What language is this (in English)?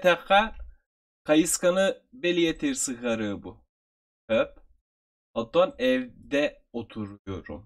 Yakut